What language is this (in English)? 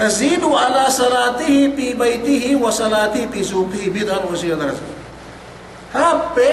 Yakan